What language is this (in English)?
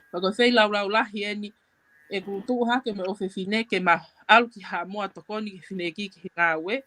Tongan